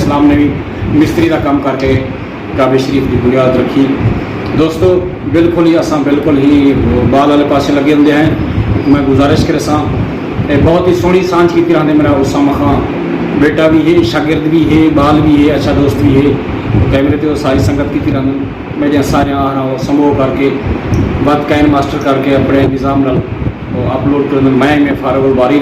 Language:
Saraiki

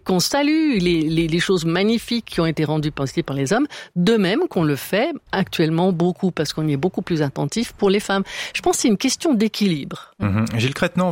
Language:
French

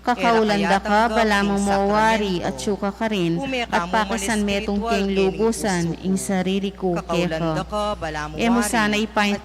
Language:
Pampanga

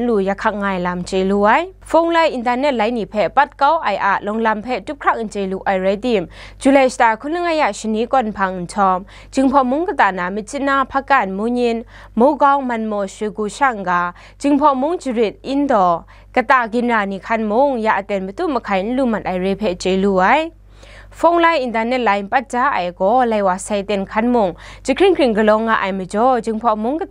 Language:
Kachin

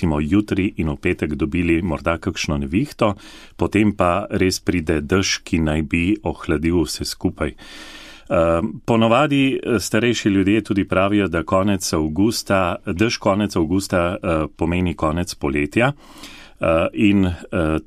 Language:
Slovenian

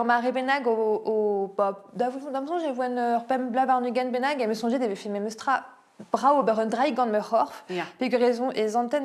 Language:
Breton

